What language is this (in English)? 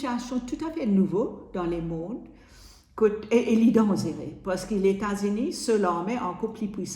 Morisyen